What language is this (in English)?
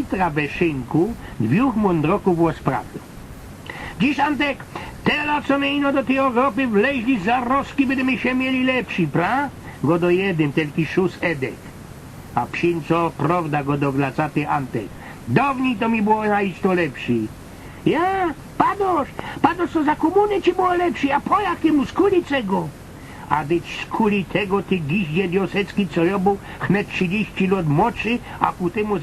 Silesian